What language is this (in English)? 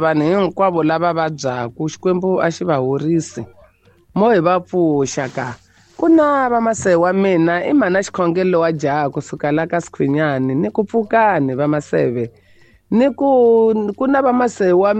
Tsonga